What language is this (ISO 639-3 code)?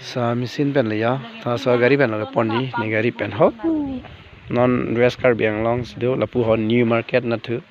mjw